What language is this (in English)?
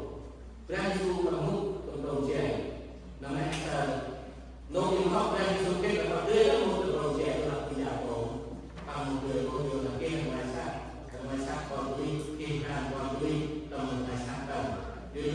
Central Mnong